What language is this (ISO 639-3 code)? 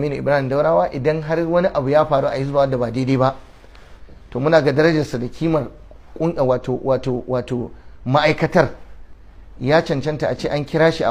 hau